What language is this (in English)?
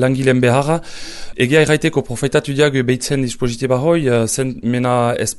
Basque